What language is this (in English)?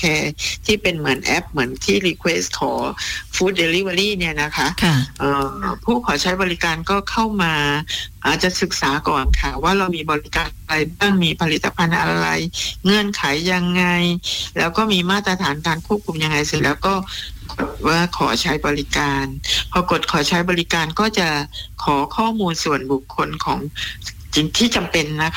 Thai